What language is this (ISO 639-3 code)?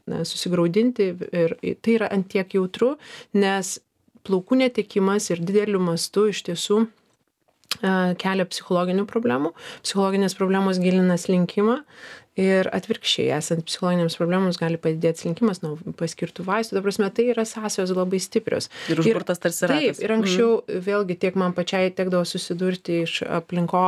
lit